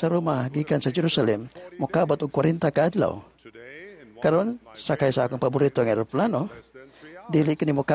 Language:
Cebuano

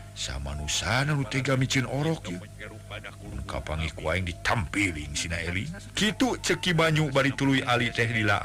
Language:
Sundanese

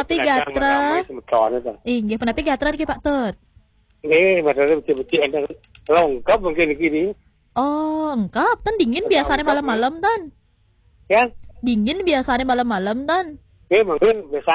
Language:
Balinese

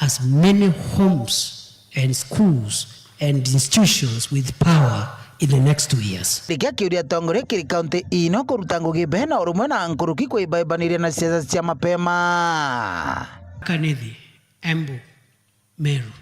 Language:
Meru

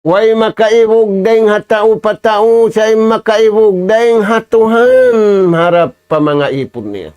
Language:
Tausug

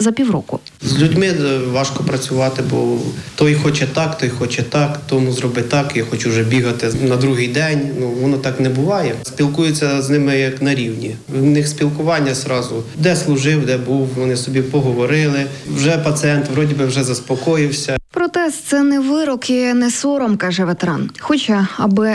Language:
Ukrainian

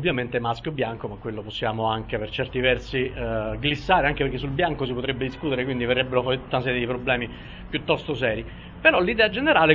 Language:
Italian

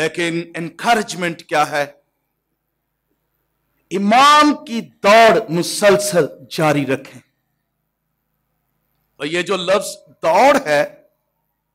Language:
Urdu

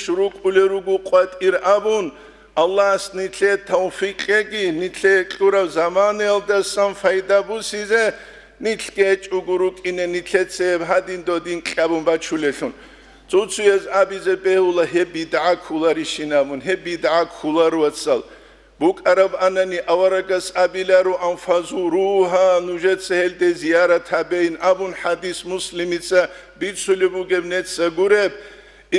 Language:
Avaric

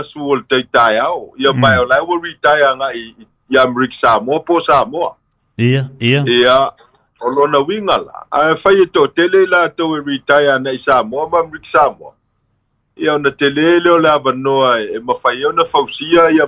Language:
Samoan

